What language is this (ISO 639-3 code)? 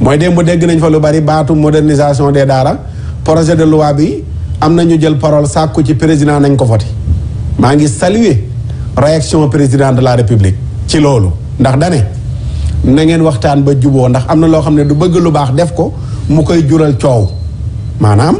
wol